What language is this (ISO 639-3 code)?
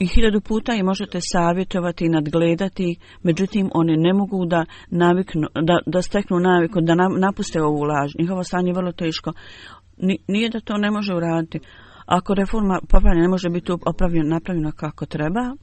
bos